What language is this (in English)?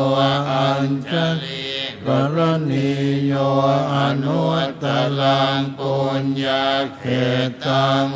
Pali